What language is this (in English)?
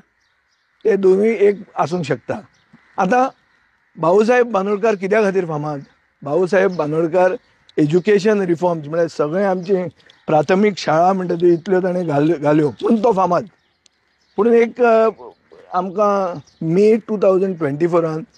Konkani